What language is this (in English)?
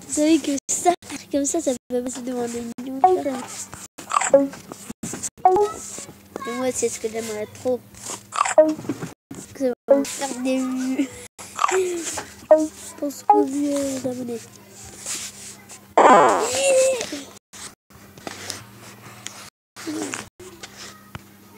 French